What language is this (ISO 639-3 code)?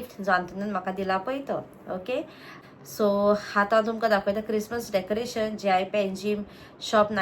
kok